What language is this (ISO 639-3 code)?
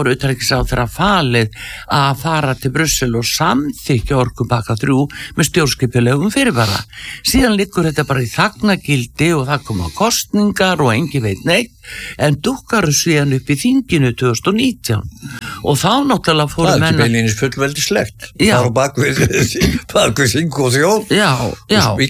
isl